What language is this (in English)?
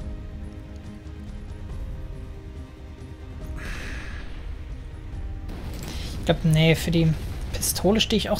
German